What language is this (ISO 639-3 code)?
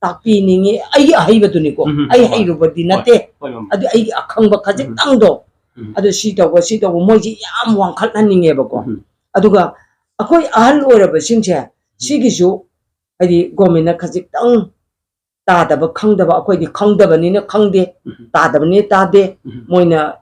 mni